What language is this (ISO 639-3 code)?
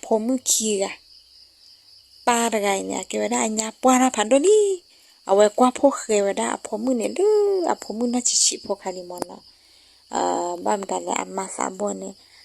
ksw